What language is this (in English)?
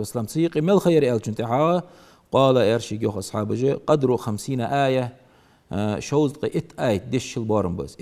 Ingush